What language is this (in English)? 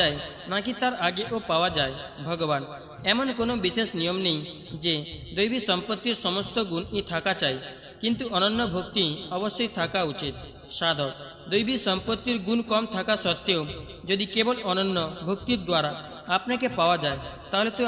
Bangla